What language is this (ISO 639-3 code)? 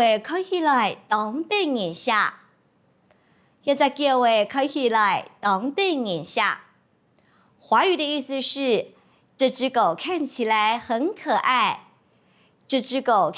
hak